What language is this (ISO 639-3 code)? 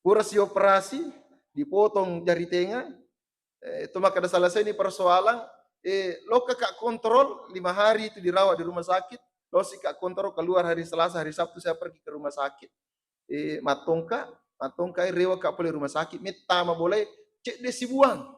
bug